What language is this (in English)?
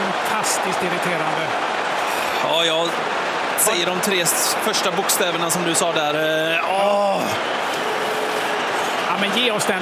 Swedish